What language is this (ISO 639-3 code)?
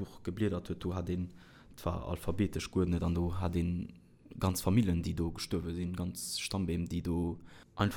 ltz